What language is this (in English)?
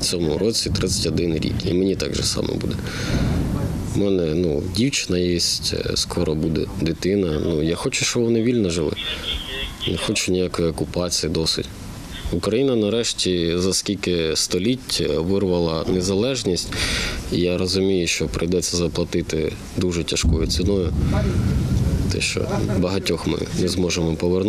Ukrainian